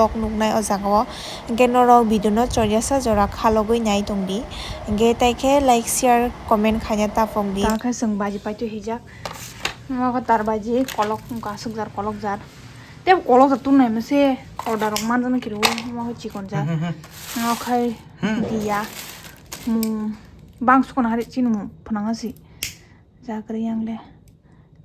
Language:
Kok Borok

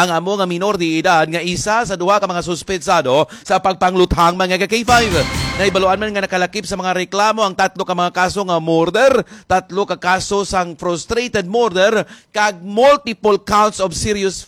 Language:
Hiligaynon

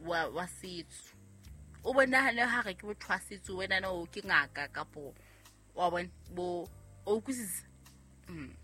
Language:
Southern Sotho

